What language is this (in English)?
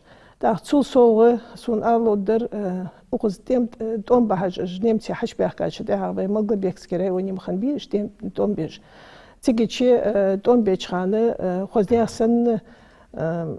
Ingush